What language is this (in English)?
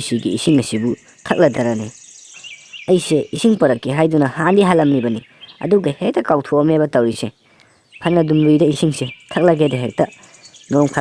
Manipuri